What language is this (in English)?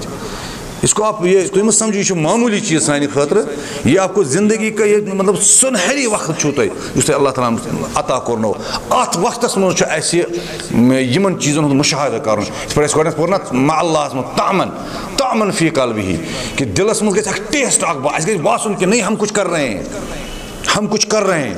Kashmiri